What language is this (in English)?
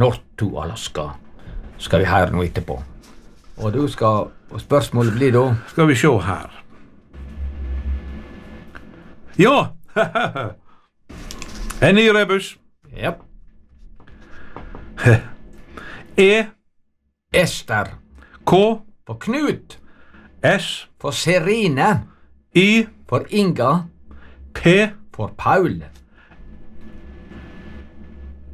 Norwegian